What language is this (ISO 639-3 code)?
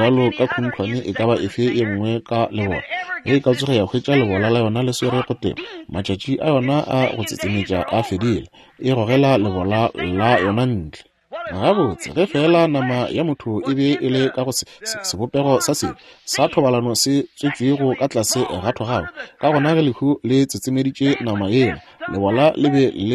nso